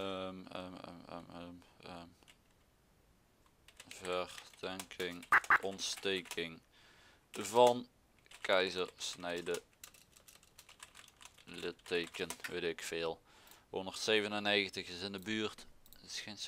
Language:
Dutch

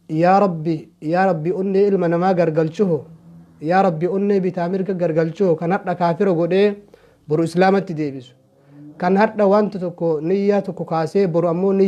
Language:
Oromo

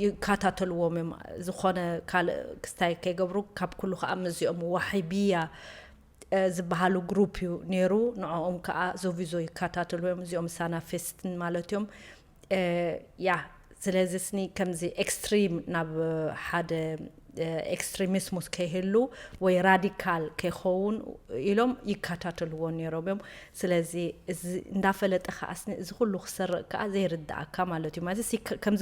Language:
Tigrinya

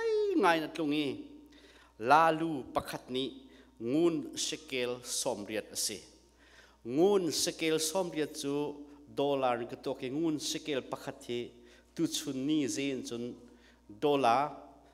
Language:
Hakha Chin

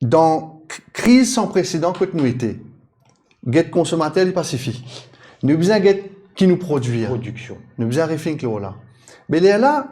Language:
Morisyen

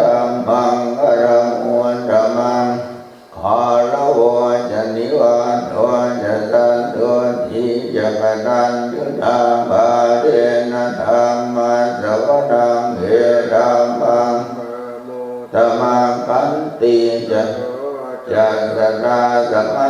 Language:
Pali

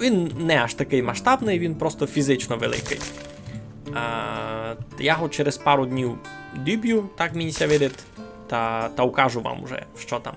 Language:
Rusyn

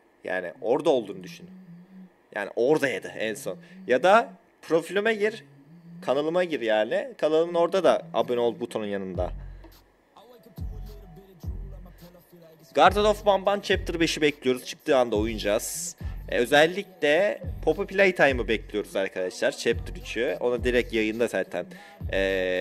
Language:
Turkish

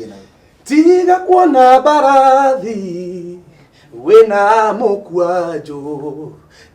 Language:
Kikuyu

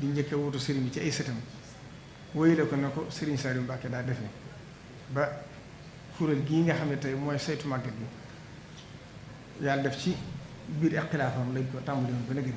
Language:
Wolof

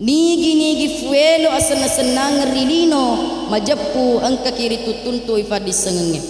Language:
Buginese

